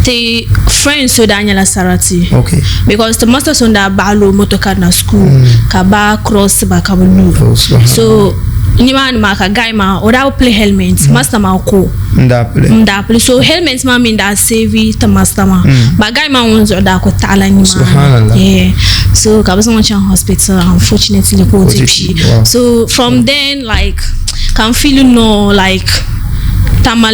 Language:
Dagbani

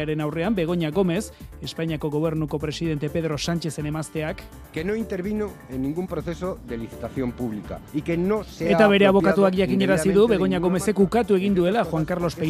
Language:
Basque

